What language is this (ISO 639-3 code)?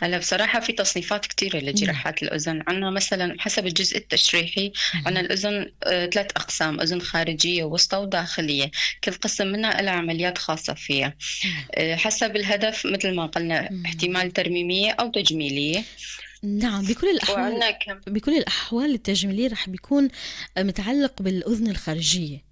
apc